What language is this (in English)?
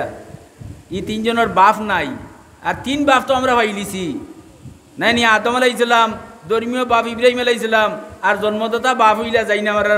Sylheti